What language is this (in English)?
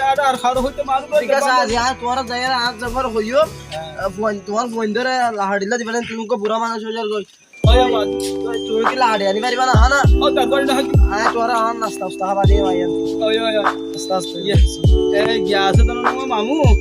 Rohingya